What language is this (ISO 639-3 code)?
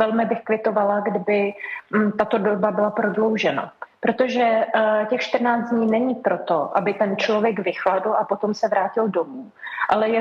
ces